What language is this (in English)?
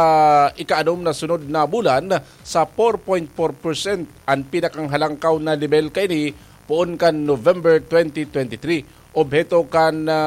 Bikol